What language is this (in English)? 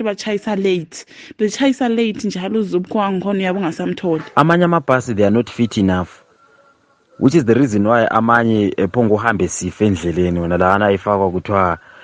North Ndebele